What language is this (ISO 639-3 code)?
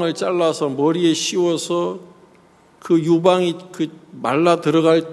kor